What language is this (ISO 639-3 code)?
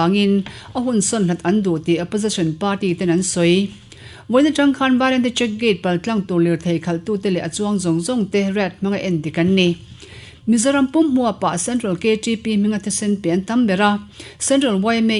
lus